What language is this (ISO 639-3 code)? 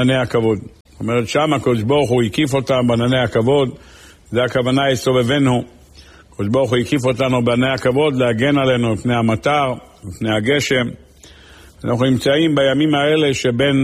heb